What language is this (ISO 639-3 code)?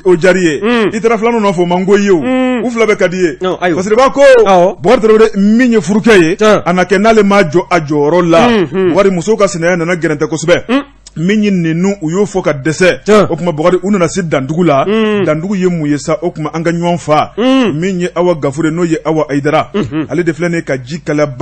bam